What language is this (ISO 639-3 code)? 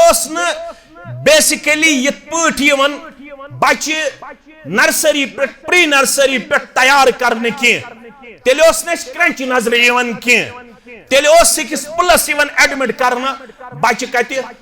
kas